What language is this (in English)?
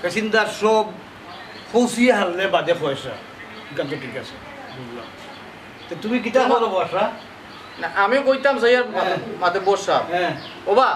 Sylheti